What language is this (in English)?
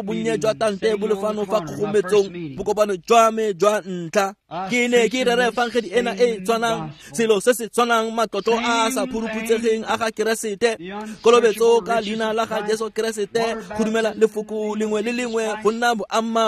Tswana